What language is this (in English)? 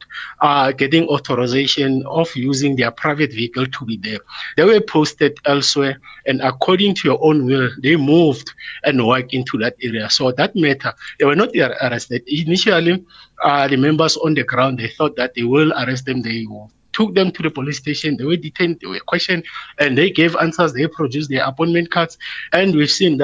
English